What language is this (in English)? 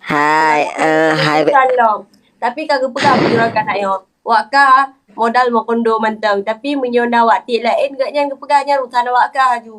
Achinese